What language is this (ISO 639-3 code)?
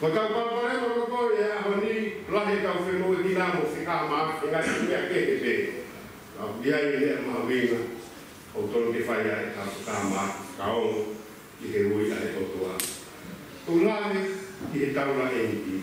ton